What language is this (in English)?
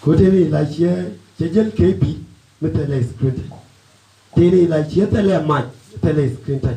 Nuer